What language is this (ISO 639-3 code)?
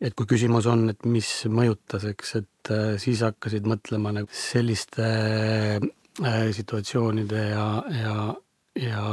est